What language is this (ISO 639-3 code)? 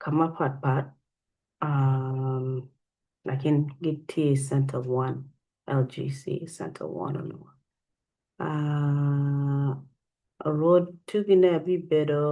ach